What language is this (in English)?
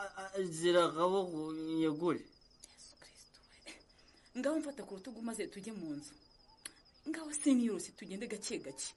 Kinyarwanda